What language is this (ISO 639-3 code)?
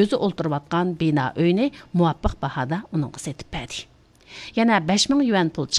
uig